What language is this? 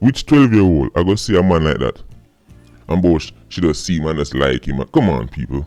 Jamaican Creole English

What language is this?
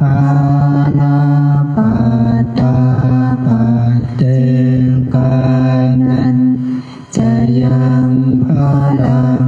Pali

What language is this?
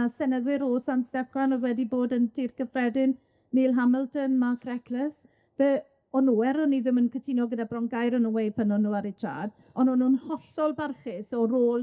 Welsh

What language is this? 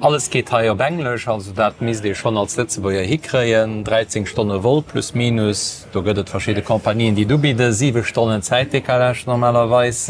Luxembourgish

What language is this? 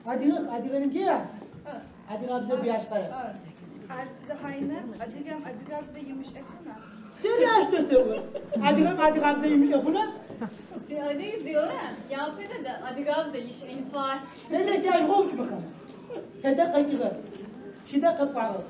Adyghe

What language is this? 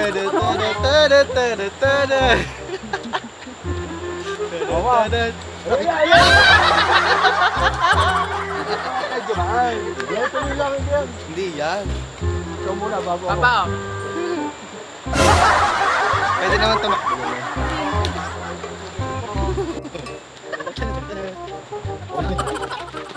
Filipino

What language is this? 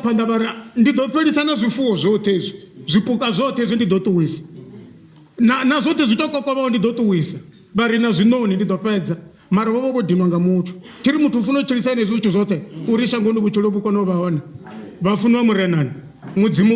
Venda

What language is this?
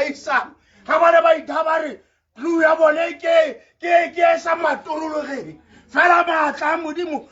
Tswana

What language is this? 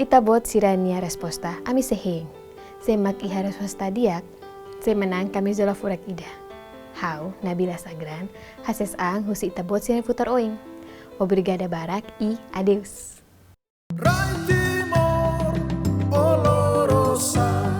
Tetum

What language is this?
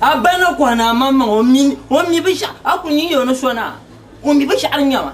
Dagbani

